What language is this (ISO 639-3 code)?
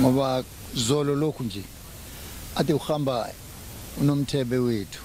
zul